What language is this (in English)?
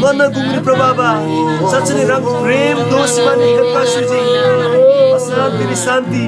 Eastern Tamang